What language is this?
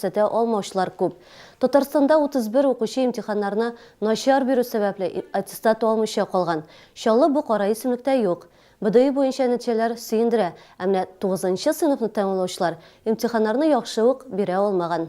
Tatar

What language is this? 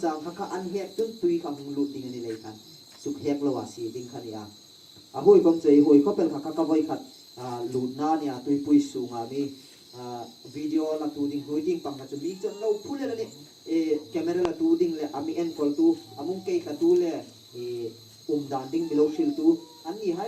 Hmar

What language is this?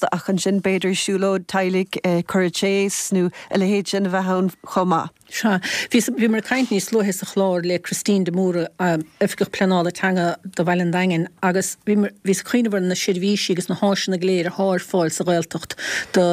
Irish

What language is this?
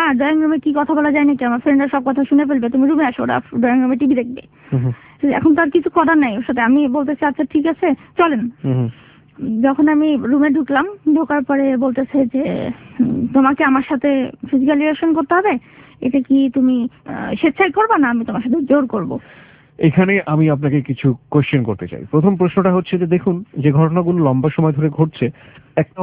Bangla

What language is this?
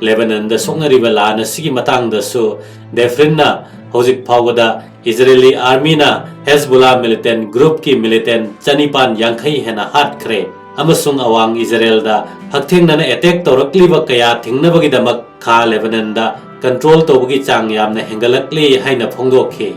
Manipuri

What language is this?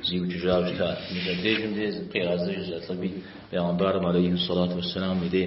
Kabardian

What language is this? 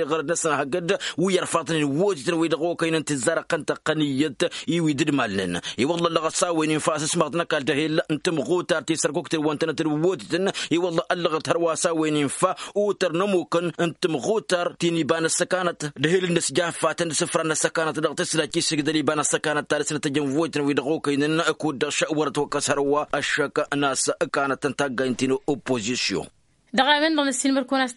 Tamasheq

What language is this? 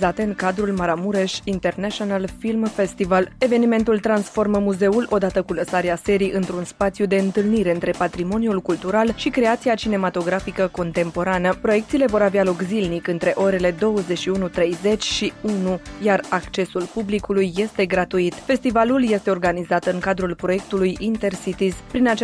Romanian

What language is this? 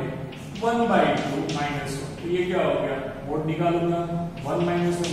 Hindi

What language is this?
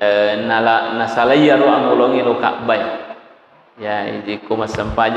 Buginese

